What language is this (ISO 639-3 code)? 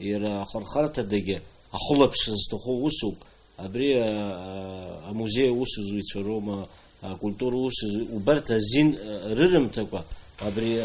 abk